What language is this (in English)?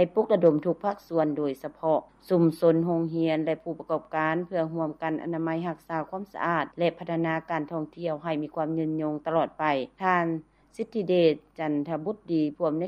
Lao